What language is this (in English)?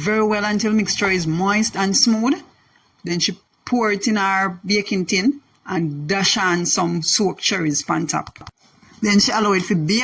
Jamaican Creole English